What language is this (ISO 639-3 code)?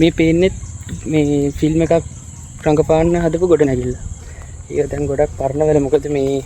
sin